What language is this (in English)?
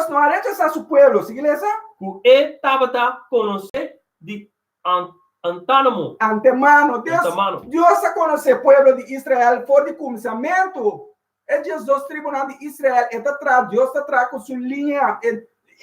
Papiamento